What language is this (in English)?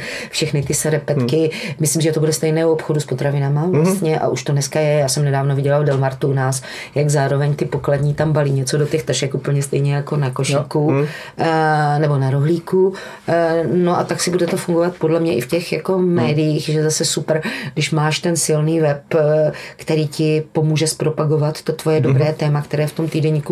Czech